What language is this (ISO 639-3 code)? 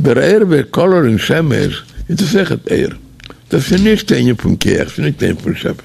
yid